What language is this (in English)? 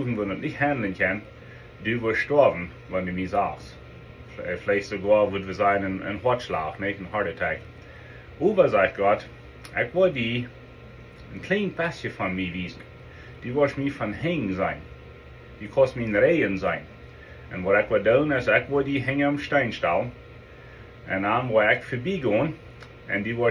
Plautdietsch